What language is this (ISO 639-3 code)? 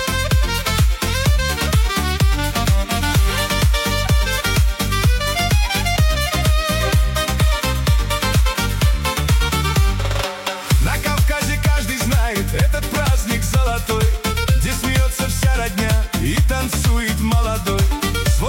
rus